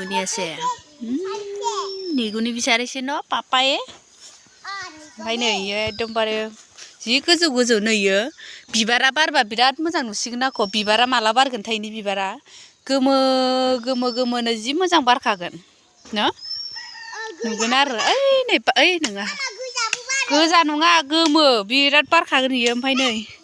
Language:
Bodo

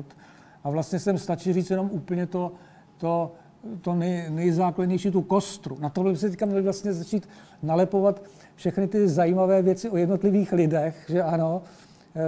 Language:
Czech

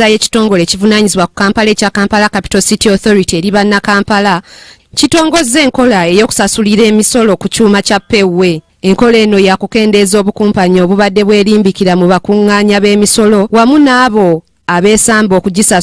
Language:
Ganda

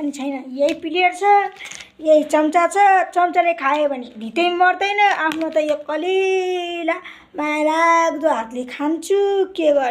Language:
Nepali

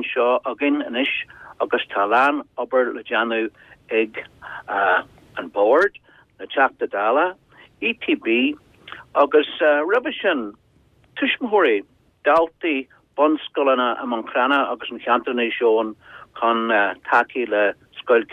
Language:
Irish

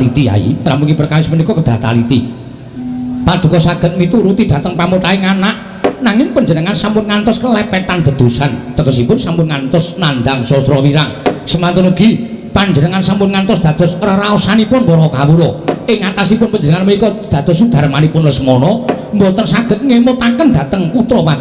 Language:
Javanese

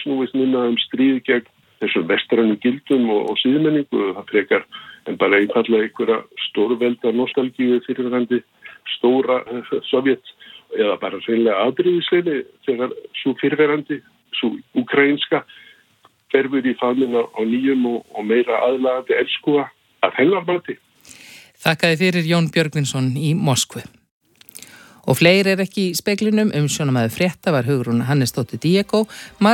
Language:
Icelandic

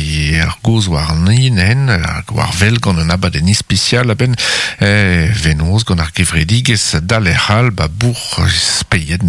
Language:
Breton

